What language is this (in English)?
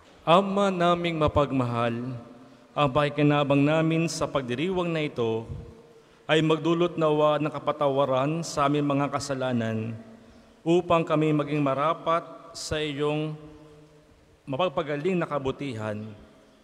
Filipino